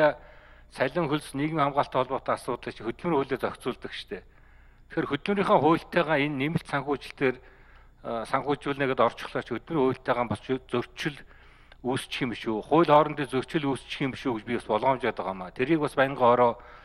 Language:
Mongolian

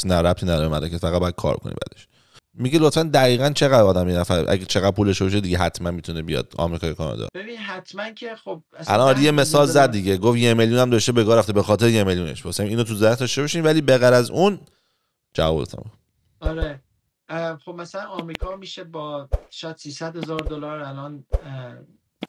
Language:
Persian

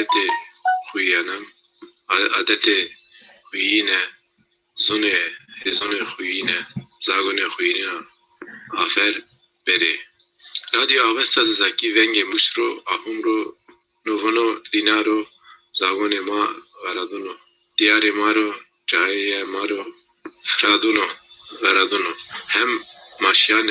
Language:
Zaza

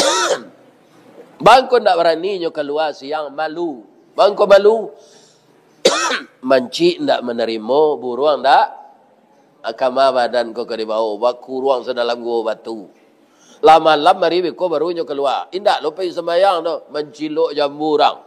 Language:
Minangkabau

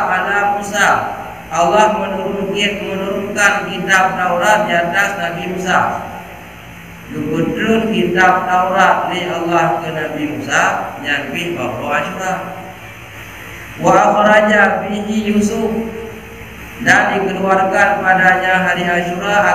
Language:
Malay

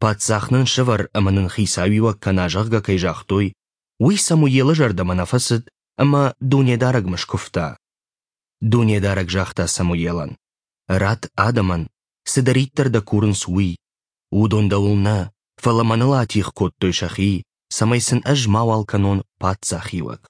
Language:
Ossetic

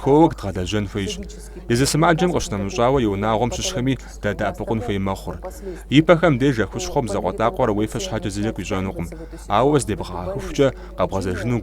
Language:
Kabardian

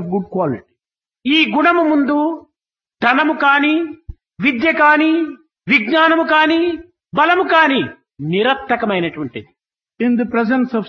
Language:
Telugu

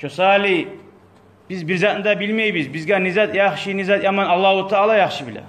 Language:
Kumyk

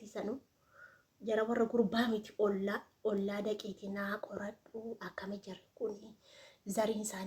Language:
Oromo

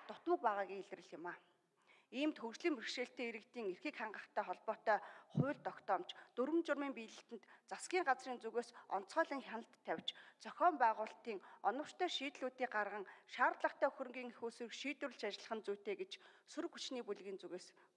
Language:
Mongolian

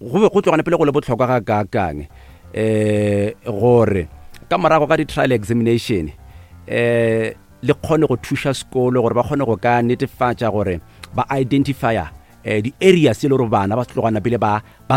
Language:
Northern Sotho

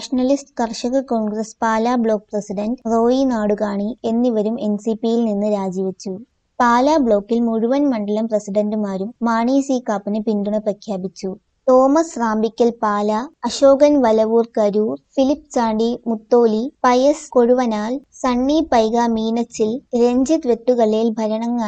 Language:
Malayalam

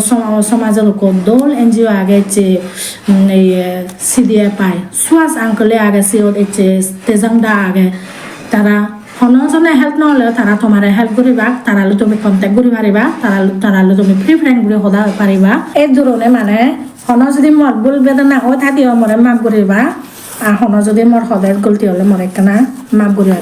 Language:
Chakma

